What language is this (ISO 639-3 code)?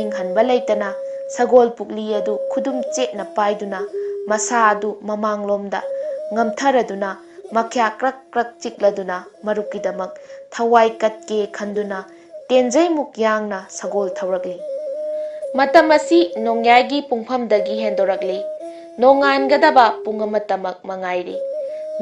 mni